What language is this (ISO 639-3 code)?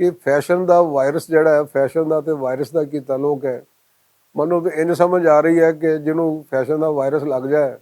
lah